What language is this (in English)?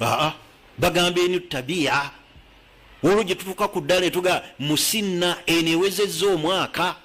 Ganda